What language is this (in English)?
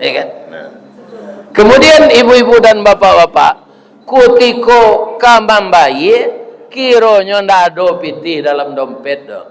Minangkabau